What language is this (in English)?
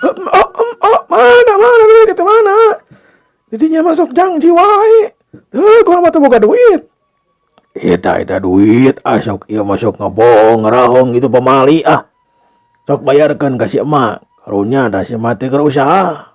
Sundanese